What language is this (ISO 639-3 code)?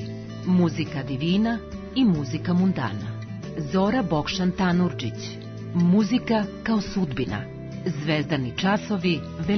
srp